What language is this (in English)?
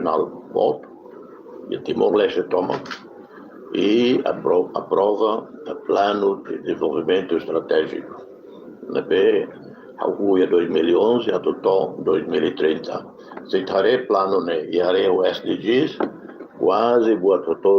Tetum